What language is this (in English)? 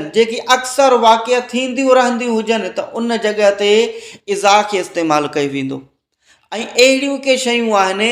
Sindhi